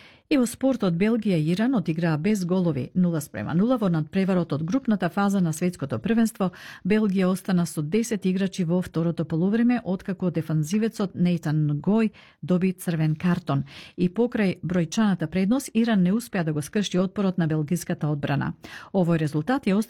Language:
Macedonian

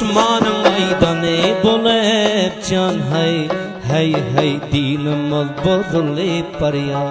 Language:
Turkmen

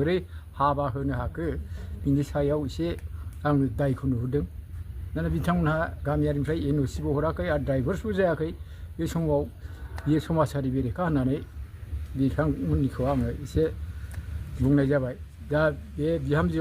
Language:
Bodo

